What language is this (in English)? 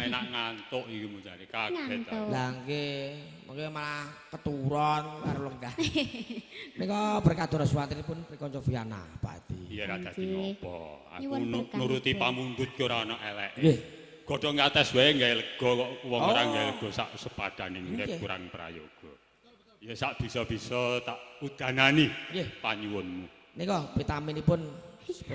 Javanese